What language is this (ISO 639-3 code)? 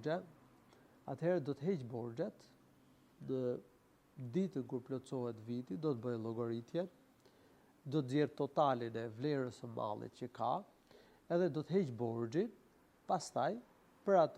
sqi